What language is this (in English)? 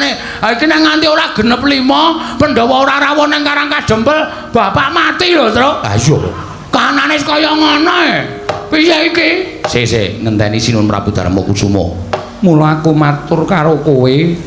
Javanese